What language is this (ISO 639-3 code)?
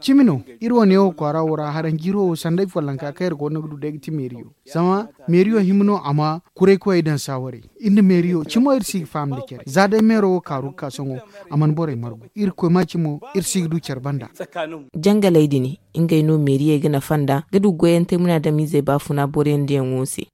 dje